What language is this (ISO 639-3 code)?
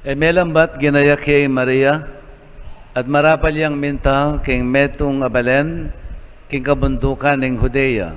pam